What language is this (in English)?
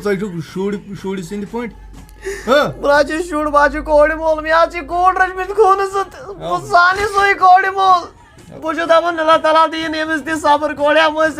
Kashmiri